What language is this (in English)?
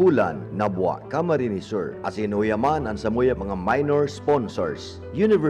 Bikol